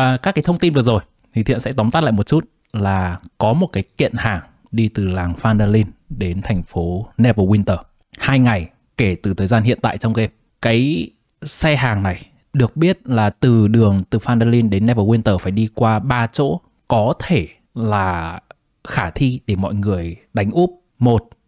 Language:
Vietnamese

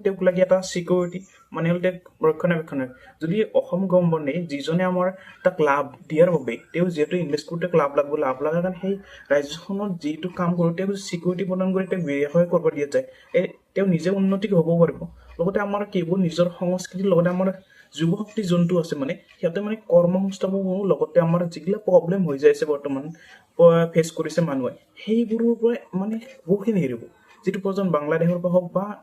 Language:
Assamese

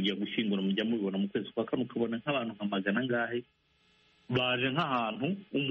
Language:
Kinyarwanda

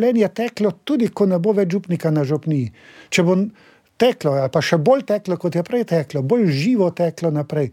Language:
Slovenian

